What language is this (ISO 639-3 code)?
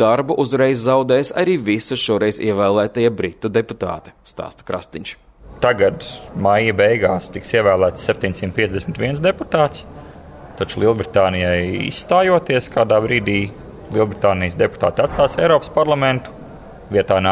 lav